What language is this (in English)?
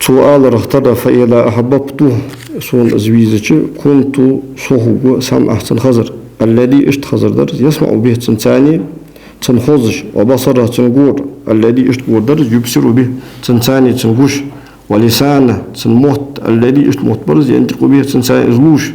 Ingush